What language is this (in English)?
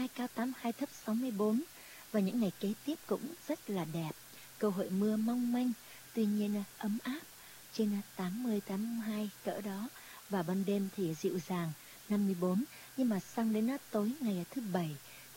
Vietnamese